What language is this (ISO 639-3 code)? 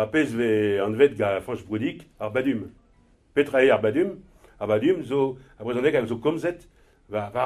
bre